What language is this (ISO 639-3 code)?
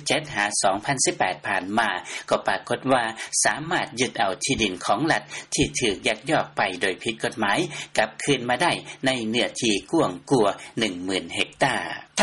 lao